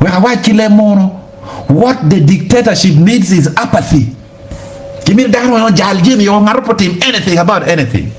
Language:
Acoli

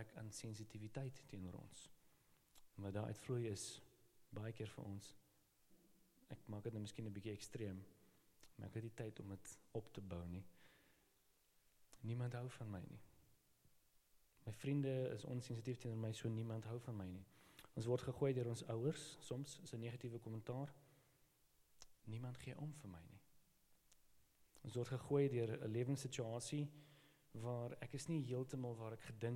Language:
Afrikaans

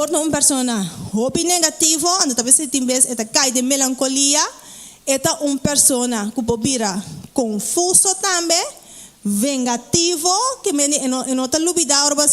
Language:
Papiamento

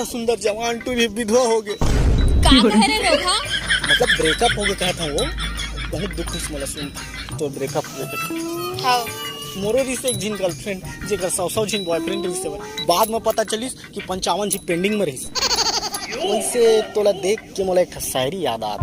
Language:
Chhattisgarhi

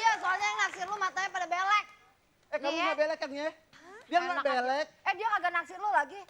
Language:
Betawi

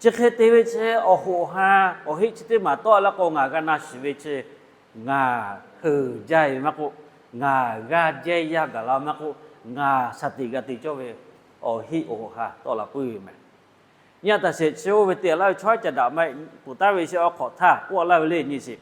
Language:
Lahu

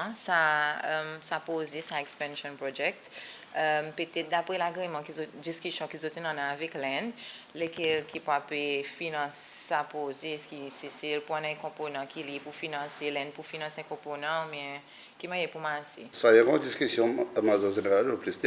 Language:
Seselwa Creole French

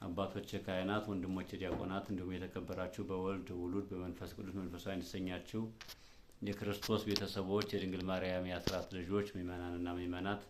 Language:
Amharic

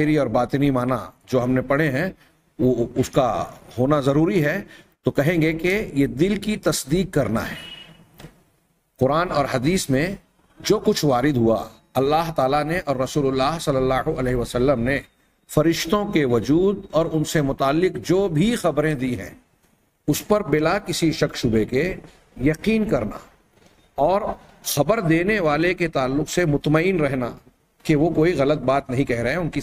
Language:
Urdu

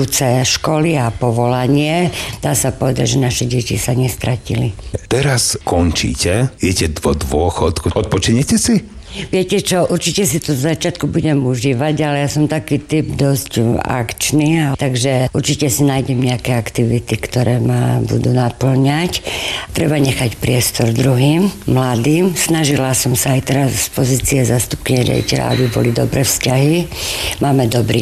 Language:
Slovak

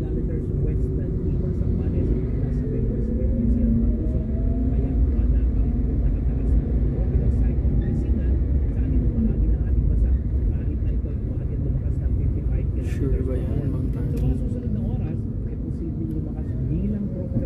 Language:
Filipino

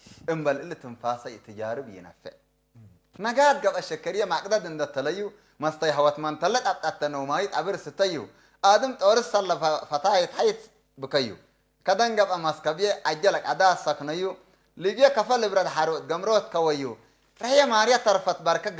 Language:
Tigre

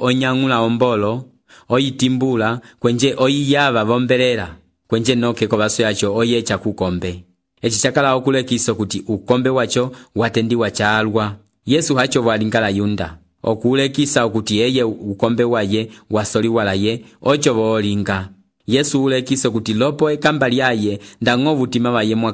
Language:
Umbundu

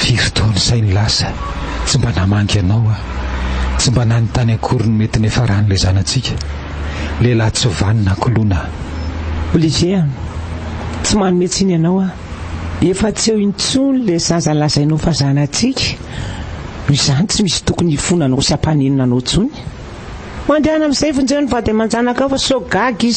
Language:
Malagasy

